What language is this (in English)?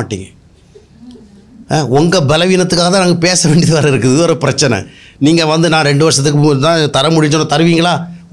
Tamil